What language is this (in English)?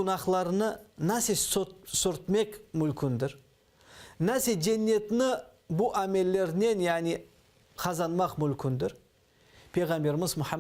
Crimean Tatar